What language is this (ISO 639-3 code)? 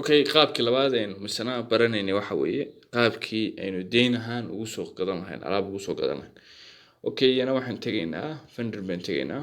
som